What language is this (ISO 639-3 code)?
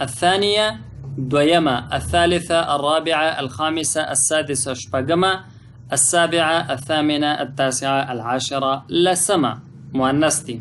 pus